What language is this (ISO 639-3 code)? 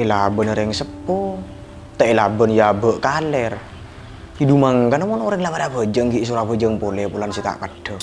mad